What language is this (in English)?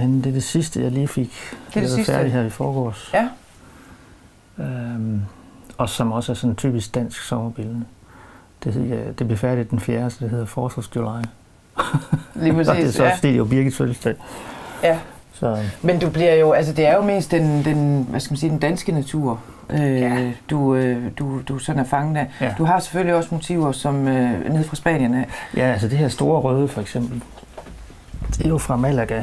Danish